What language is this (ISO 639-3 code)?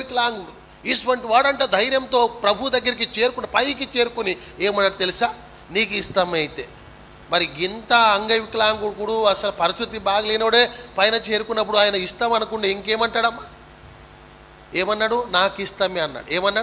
tel